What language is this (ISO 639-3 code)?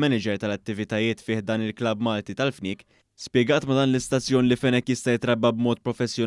mlt